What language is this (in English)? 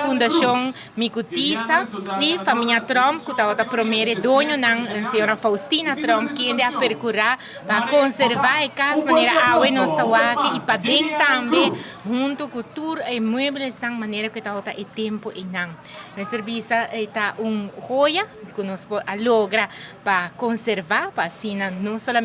Papiamento